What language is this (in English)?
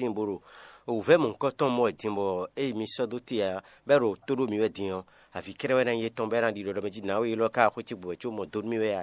Fon